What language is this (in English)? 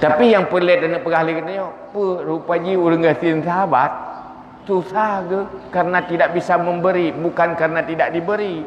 Achinese